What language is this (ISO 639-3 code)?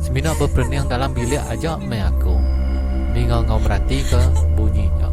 iba